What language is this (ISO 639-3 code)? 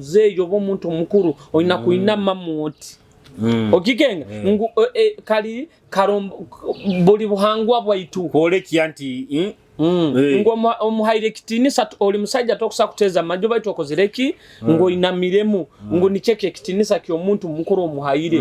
nyo